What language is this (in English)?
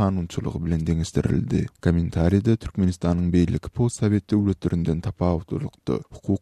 Turkmen